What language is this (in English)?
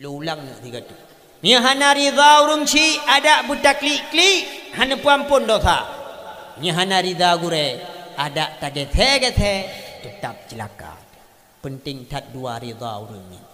Achinese